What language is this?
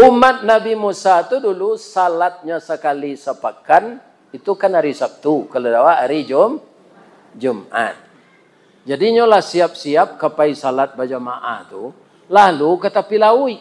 Minangkabau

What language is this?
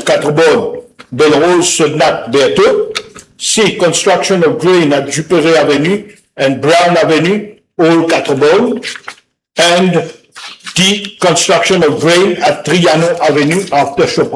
Morisyen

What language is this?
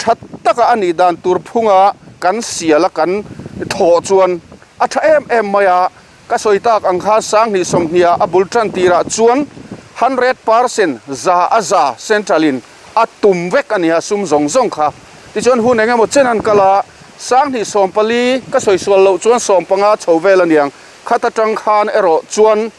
Mizo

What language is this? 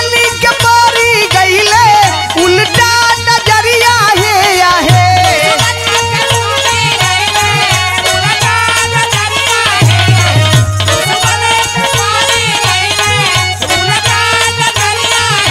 Bhojpuri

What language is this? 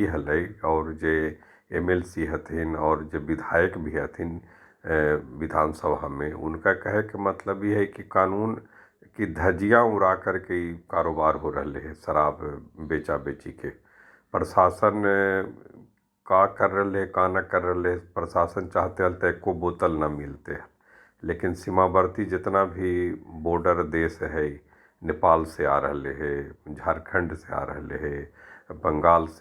Magahi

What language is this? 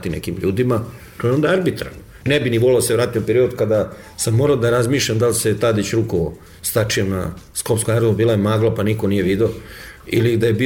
Serbian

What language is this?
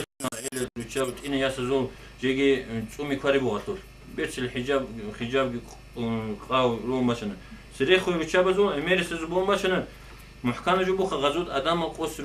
Avaric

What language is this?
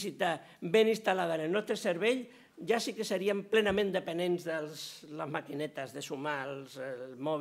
Catalan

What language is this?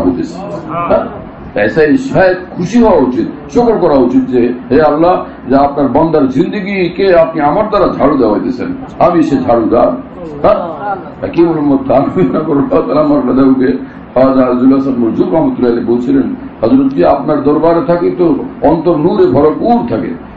Bangla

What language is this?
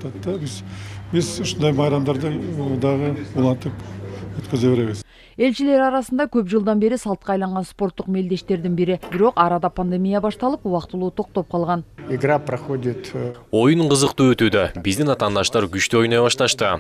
Kyrgyz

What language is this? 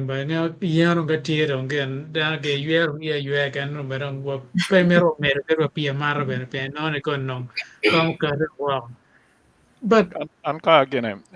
Acoli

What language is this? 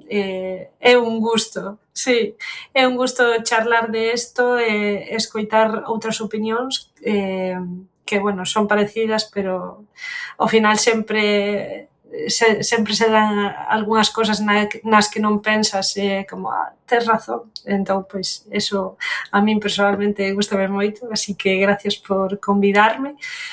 Galician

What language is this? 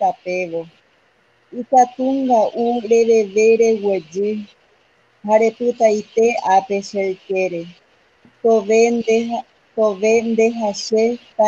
Guarani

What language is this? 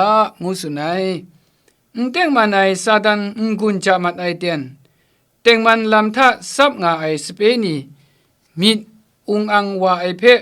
Kachin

